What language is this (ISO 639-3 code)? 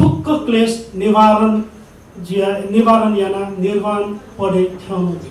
new